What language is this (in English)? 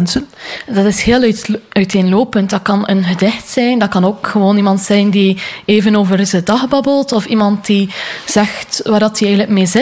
Dutch